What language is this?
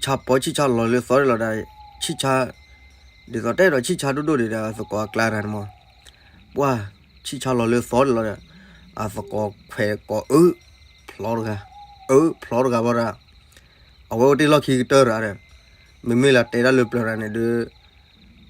S'gaw Karen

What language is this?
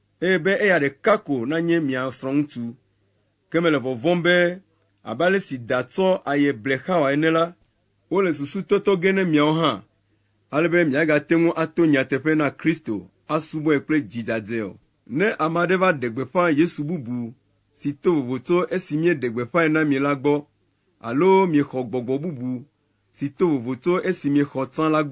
Ewe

